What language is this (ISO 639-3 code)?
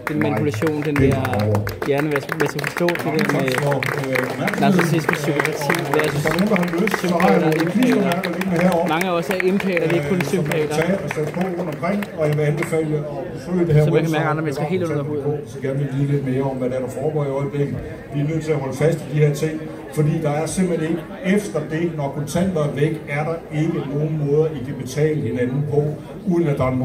dan